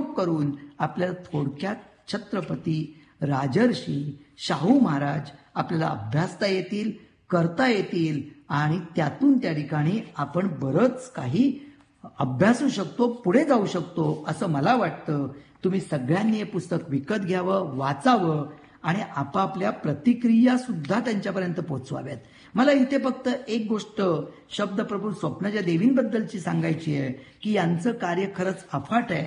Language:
Marathi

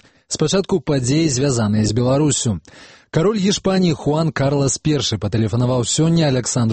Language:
Belarusian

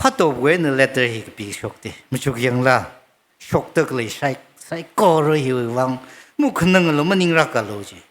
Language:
Tangkhul Naga (India)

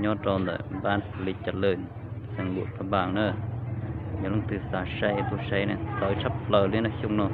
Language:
Hmong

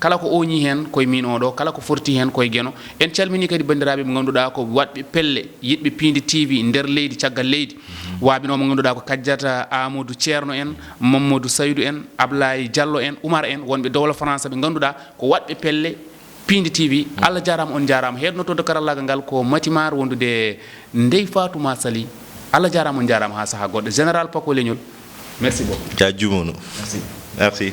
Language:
Fula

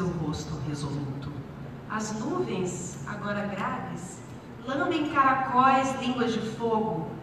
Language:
Portuguese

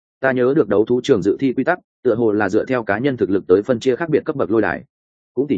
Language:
Vietnamese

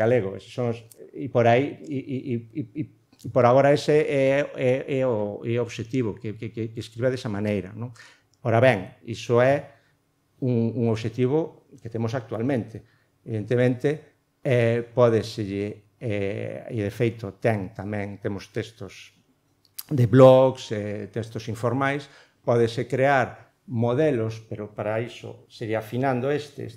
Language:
Galician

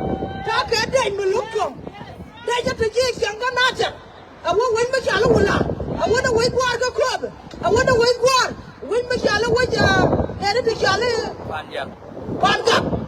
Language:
Nuer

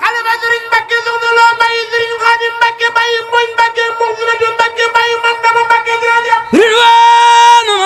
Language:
Wolof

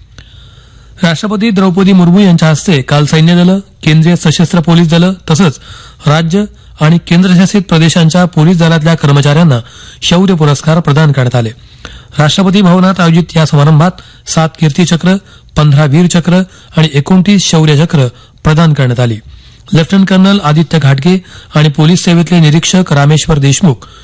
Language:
Marathi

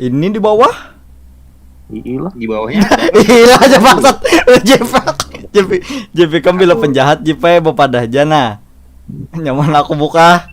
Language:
Banjar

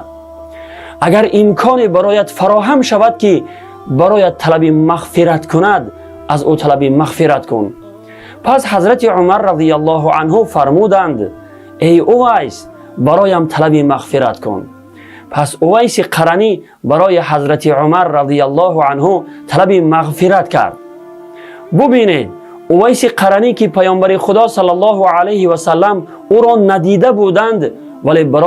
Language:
Tajik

